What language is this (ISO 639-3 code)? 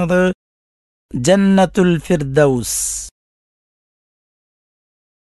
mal